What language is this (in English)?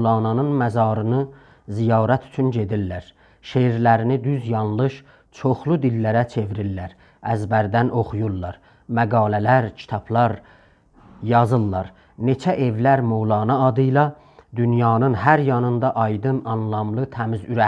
South Azerbaijani